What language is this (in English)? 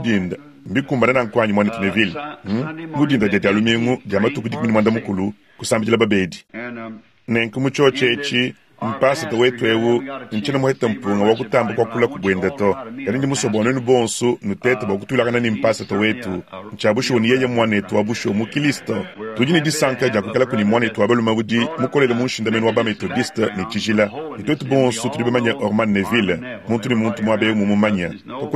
Luba-Lulua